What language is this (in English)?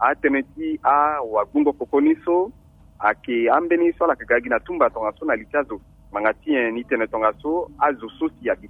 Sango